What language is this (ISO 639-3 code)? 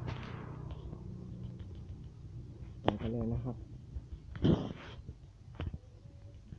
tha